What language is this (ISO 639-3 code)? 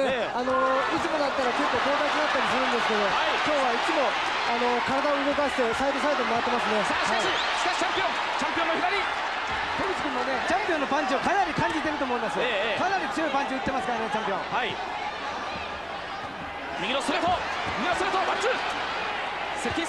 jpn